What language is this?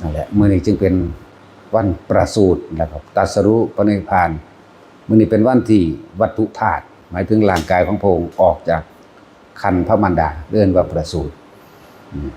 Northeastern Thai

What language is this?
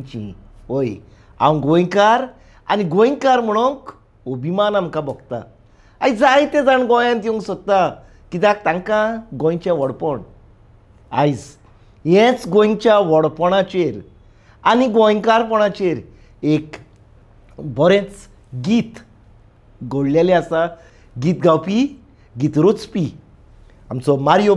Konkani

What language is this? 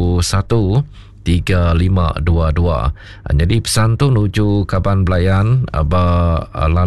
Iban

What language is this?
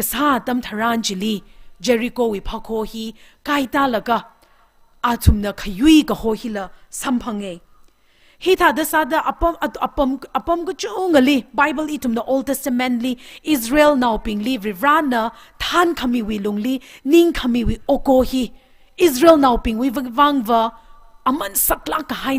Tangkhul Naga (India)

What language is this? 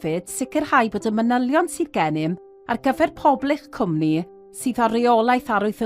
Welsh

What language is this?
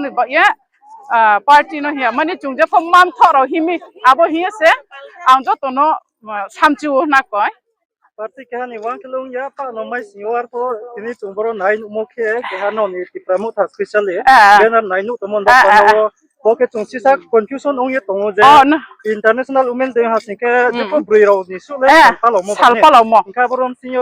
Riang (India)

